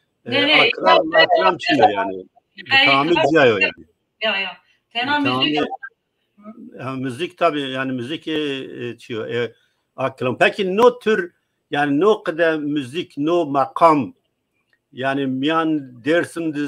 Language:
Zaza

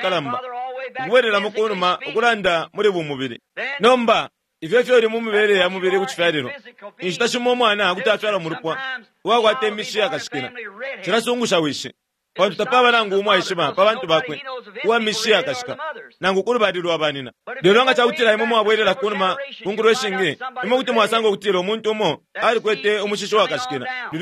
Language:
Bemba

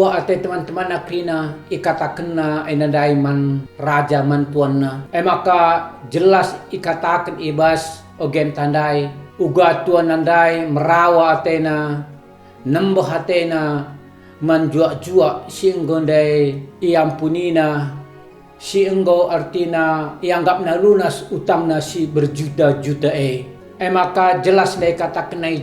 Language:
Batak Karo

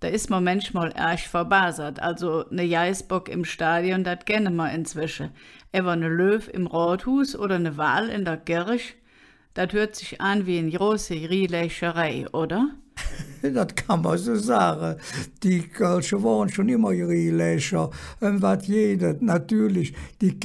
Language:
Colognian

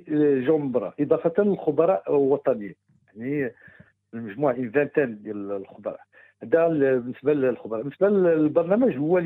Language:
Moroccan Arabic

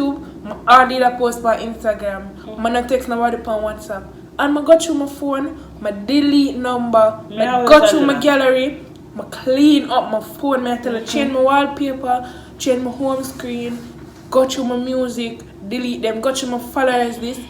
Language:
Jamaican Creole English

